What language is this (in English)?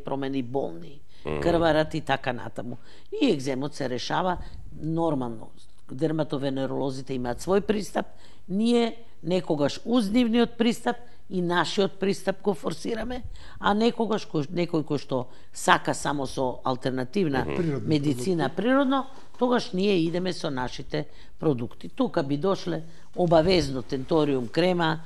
Macedonian